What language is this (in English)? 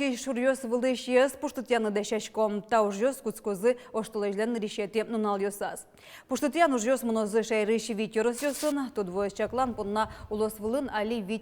Udmurt